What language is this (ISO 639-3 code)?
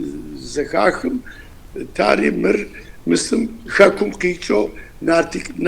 kbd